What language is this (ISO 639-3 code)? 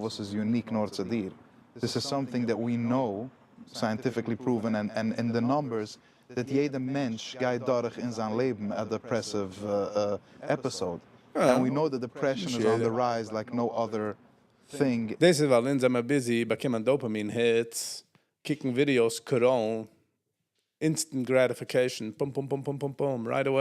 yid